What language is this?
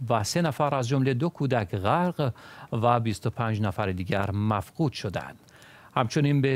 Persian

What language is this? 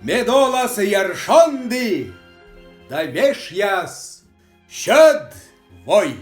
Komi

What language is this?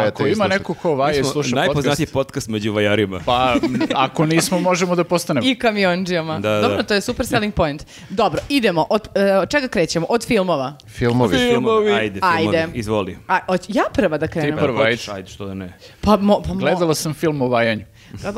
Serbian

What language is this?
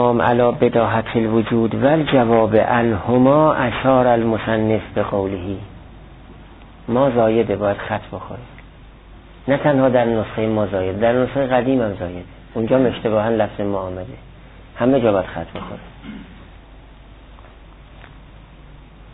Persian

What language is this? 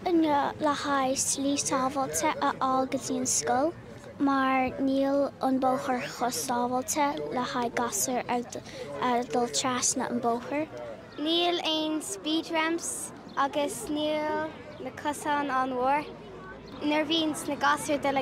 Irish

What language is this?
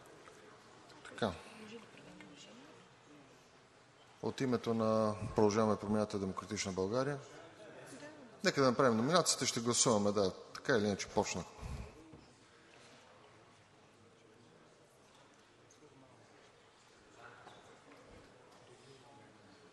Bulgarian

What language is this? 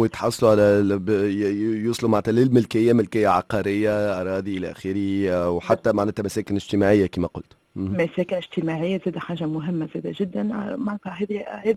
Tunisian Arabic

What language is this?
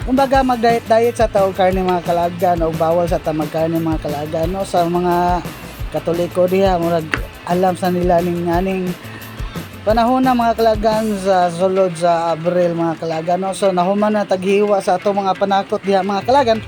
Cebuano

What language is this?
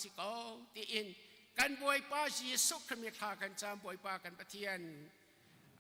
Hakha Chin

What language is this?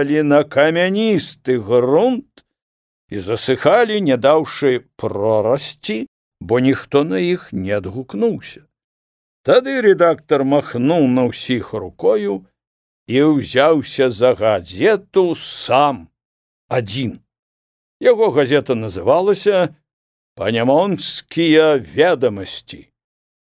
Belarusian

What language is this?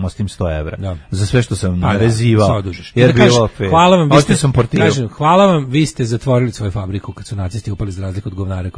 Serbian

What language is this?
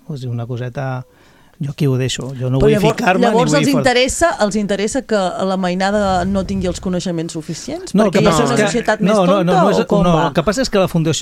Catalan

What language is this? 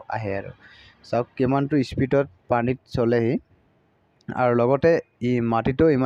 Assamese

